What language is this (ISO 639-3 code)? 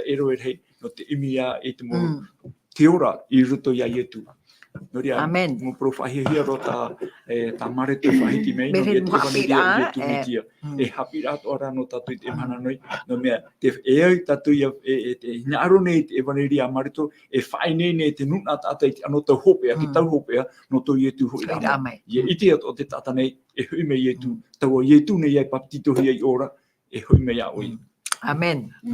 tah